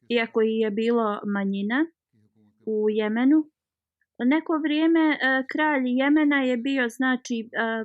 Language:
Bosnian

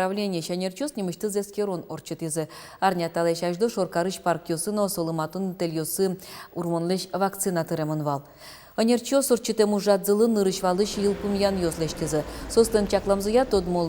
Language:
Udmurt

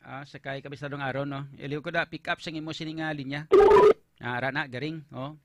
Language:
Hiligaynon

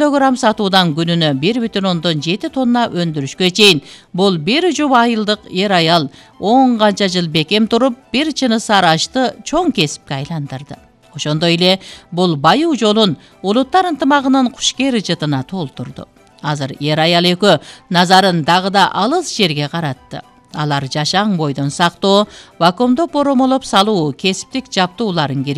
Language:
Kyrgyz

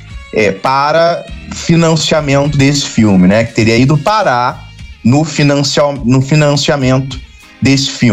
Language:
Portuguese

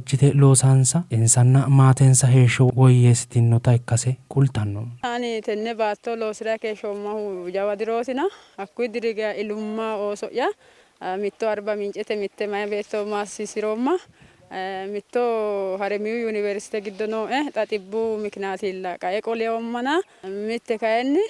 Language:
Sidamo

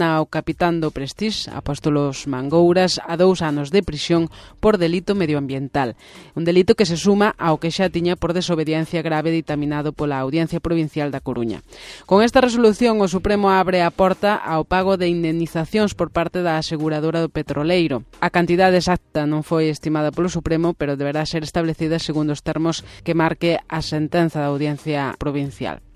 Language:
Galician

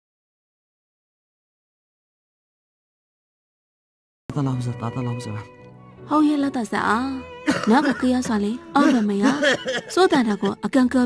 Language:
Burmese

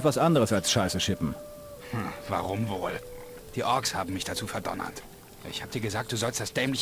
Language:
Bavarian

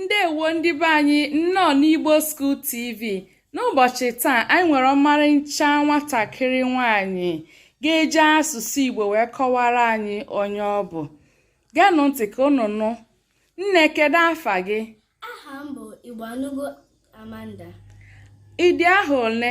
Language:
Igbo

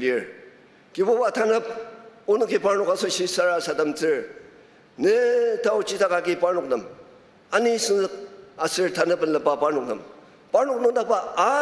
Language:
Ao Naga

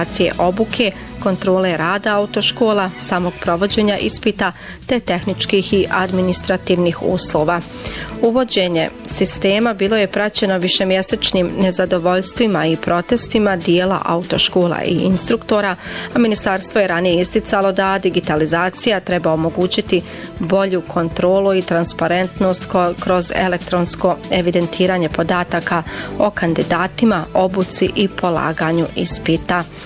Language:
Bosnian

